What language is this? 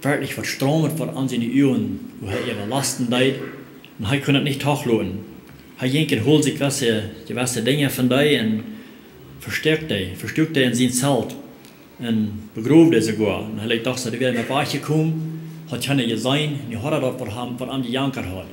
Plautdietsch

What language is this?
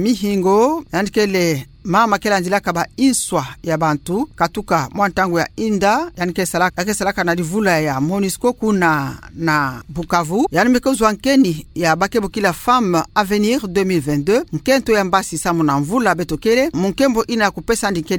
Kituba (Democratic Republic of Congo)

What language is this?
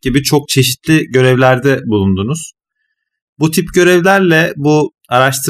Turkish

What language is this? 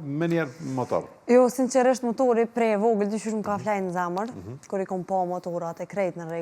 Albanian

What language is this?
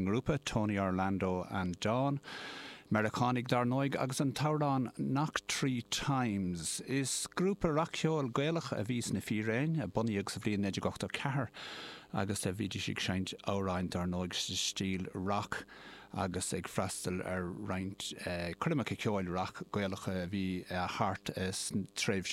Irish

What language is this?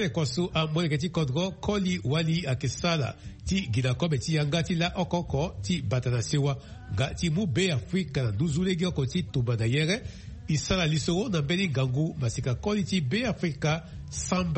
Sango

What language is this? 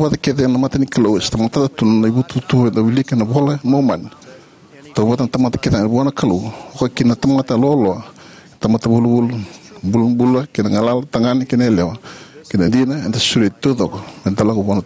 Fijian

